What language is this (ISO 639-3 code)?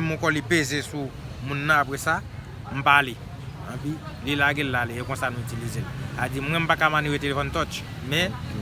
hat